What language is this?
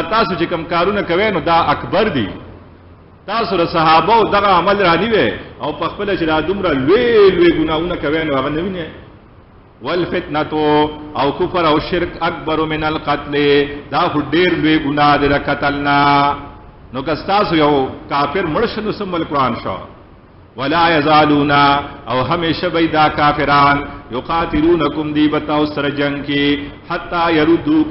Pashto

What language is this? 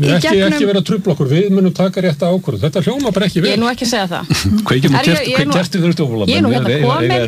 Icelandic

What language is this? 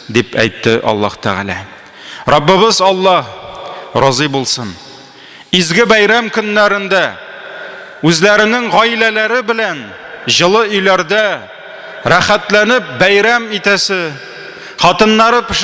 Tatar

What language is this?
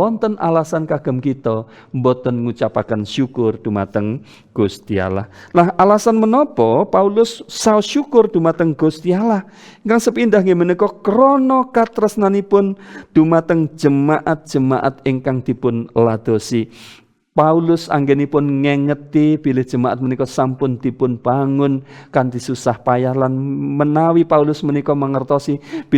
Javanese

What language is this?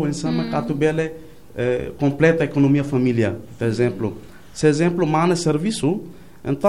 Tetum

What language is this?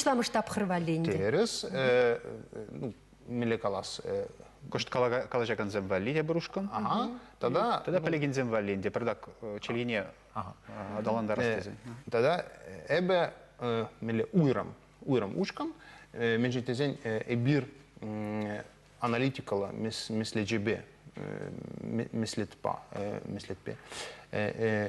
Chuvash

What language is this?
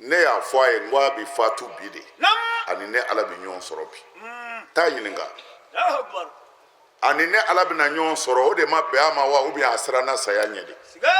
Bambara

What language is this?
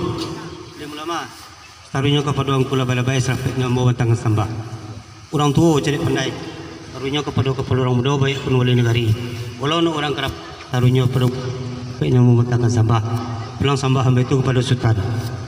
Minangkabau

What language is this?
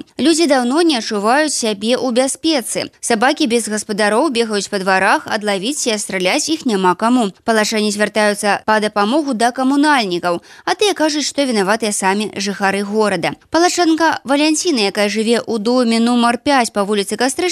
Belarusian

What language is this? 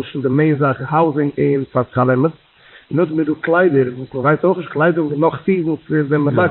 Yiddish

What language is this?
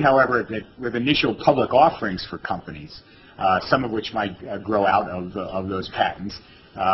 English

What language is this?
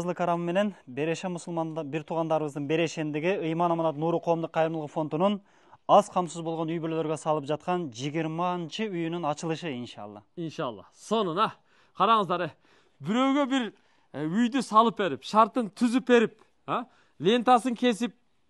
Kyrgyz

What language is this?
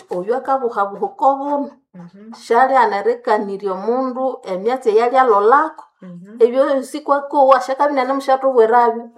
Nande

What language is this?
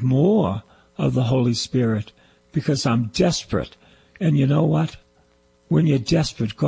English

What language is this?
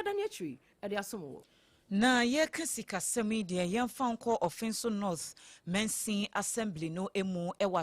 Akan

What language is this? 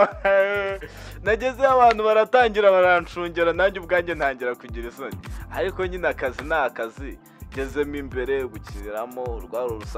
Kinyarwanda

